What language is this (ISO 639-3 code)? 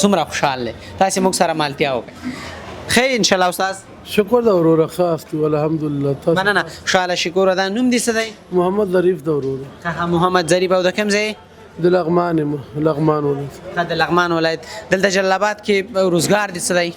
pus